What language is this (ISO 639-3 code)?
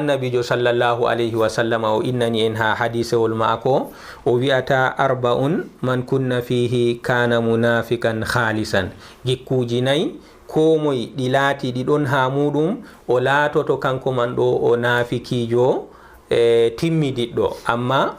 ful